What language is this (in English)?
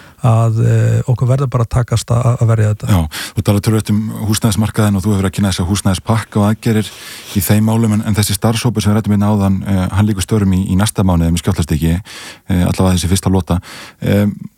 Icelandic